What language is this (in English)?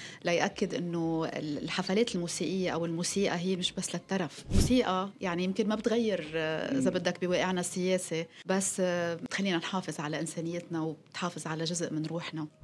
North Levantine Arabic